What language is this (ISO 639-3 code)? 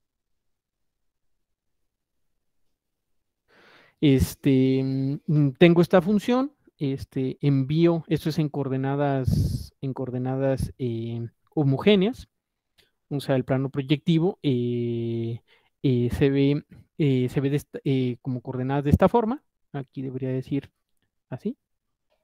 spa